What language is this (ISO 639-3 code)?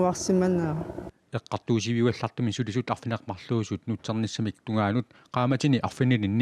kal